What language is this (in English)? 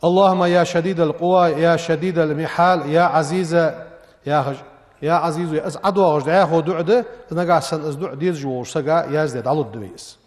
Ingush